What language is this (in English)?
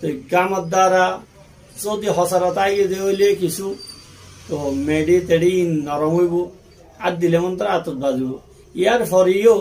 Rohingya